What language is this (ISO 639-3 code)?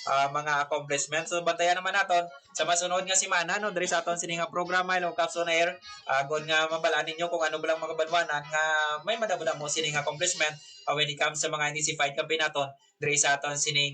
hil